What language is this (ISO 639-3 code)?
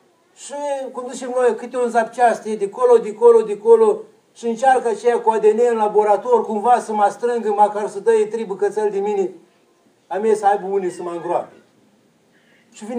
ron